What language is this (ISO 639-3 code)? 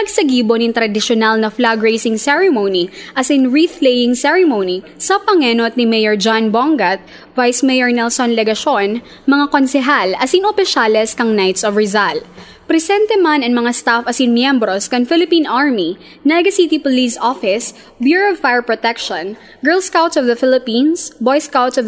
bik